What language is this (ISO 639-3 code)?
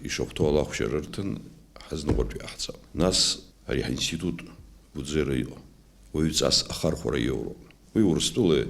abk